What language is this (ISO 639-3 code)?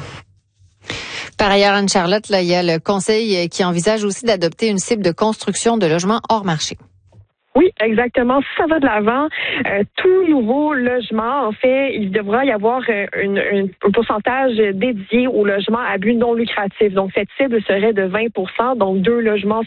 fra